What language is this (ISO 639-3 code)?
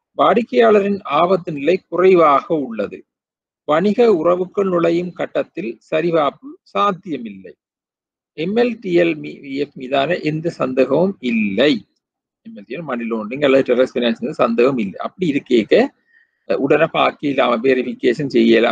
tam